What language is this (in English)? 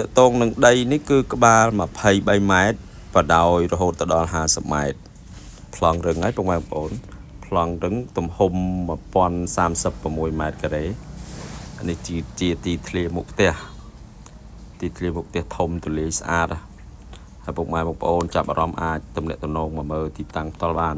Khmer